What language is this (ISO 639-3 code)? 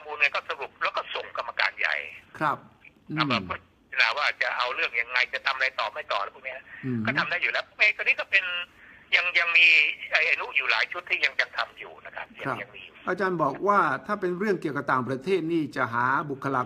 tha